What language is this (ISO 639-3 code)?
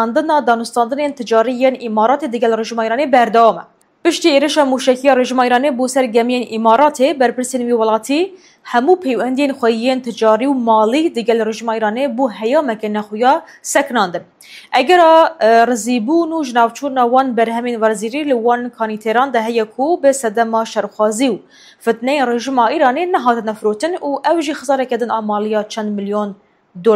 kur